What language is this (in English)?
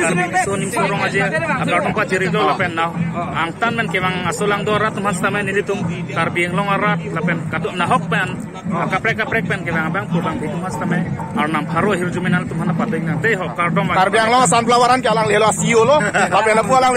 Karbi